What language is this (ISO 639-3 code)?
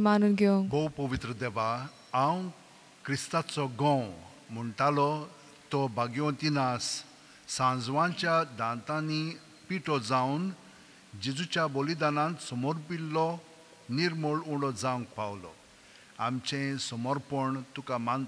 kok